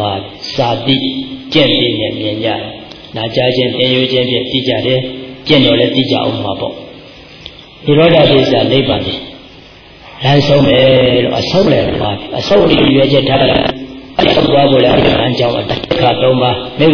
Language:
Burmese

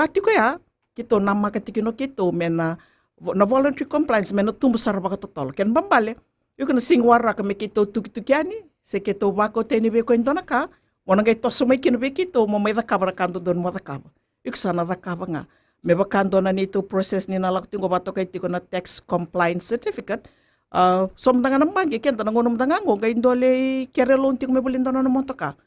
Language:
Fijian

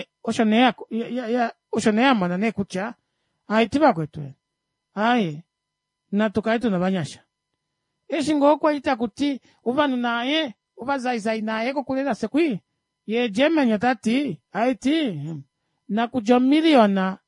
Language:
Kuanyama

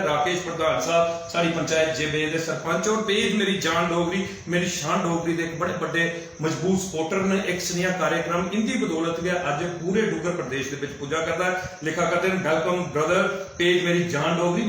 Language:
Dogri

